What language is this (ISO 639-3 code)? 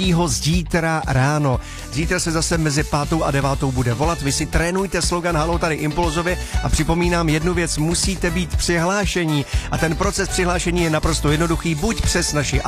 ces